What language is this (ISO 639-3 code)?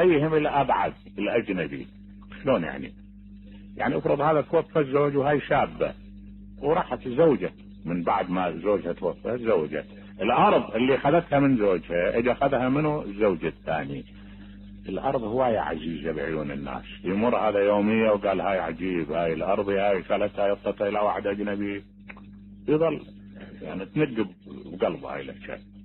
acm